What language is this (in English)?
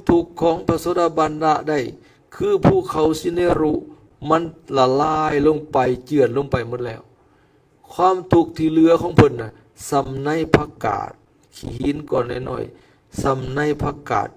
Lao